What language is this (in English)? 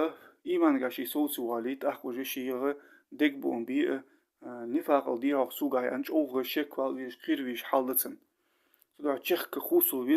Ingush